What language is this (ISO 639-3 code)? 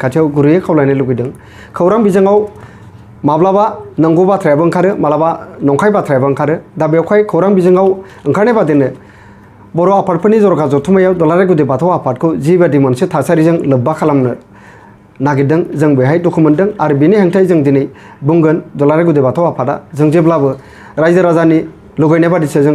brx